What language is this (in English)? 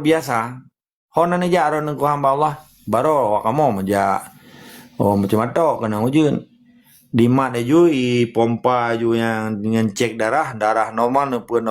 Achinese